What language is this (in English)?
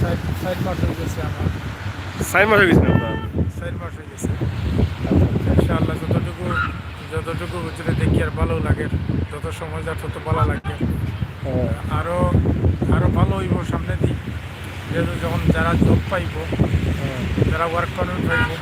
Sylheti